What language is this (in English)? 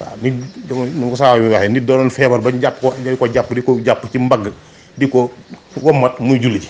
Wolof